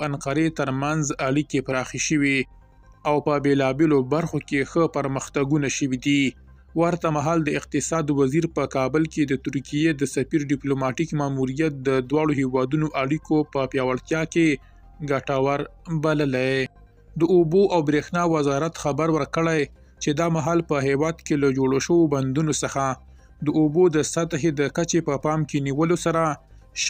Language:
Pashto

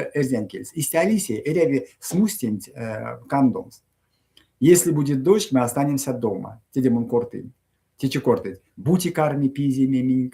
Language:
Erzya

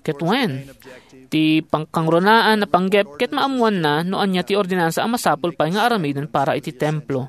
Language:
Iloko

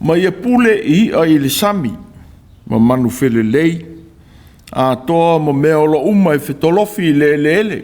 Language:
Samoan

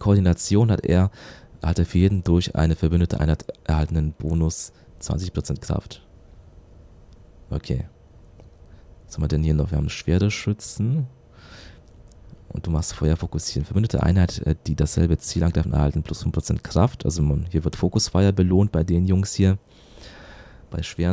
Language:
German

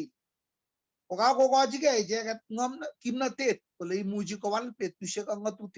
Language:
Kalenjin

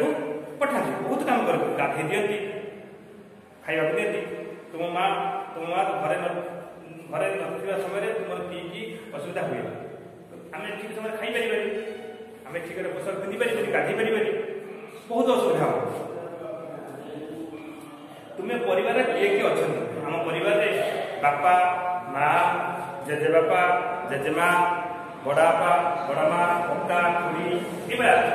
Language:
Odia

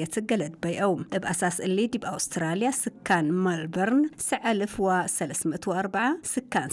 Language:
Arabic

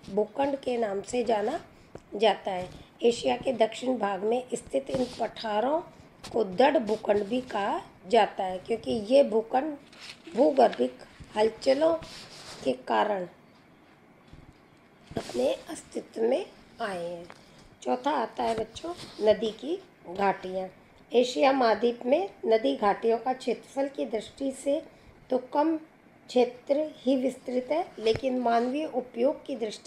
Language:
Hindi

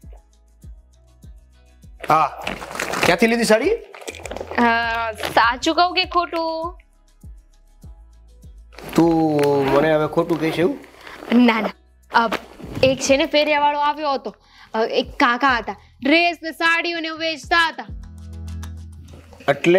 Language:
Gujarati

